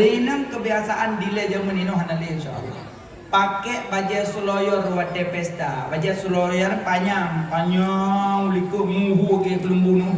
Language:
Achinese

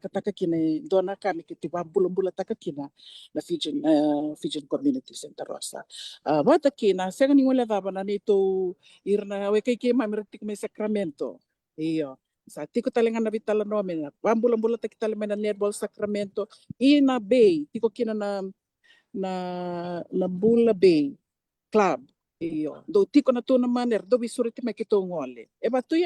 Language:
Fijian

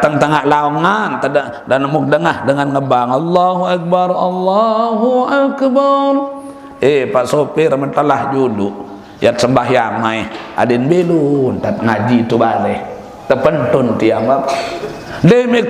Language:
Sasak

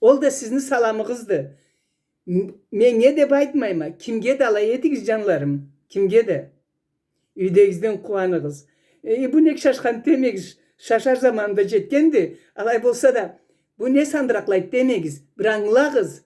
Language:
Karachay-Balkar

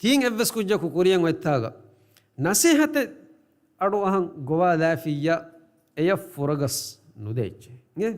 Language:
Divehi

